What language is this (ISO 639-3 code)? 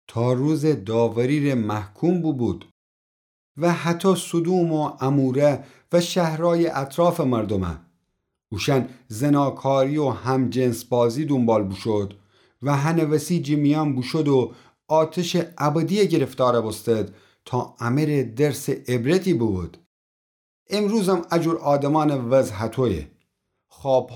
glk